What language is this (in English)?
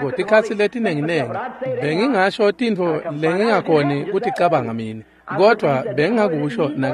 Swati